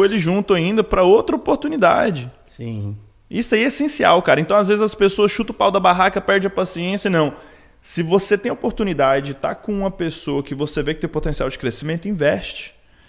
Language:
Portuguese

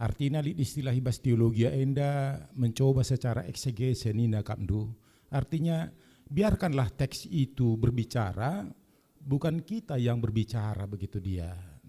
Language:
Batak Karo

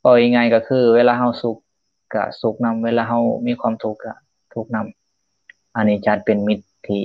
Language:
Lao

